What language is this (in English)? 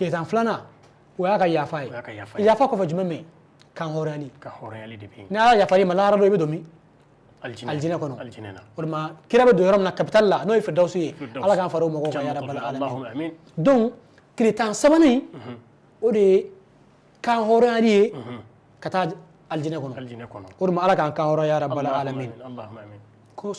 Bambara